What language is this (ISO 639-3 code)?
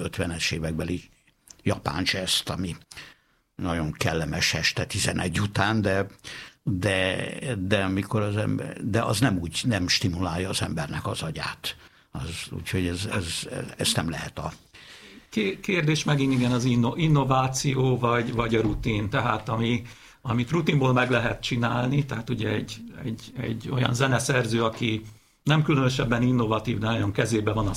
hun